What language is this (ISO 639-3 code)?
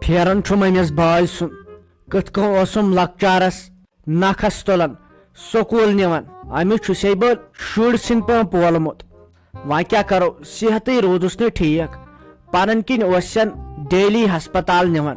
kas